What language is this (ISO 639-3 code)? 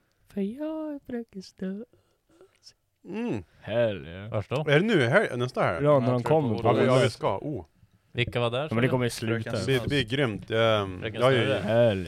swe